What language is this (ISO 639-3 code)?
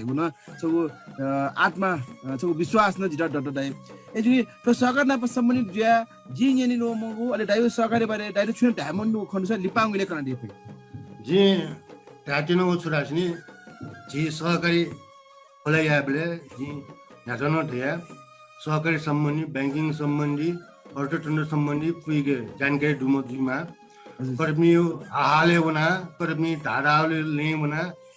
new